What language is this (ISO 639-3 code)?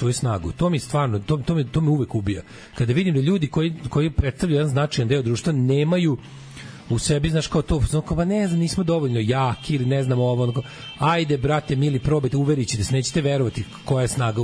srp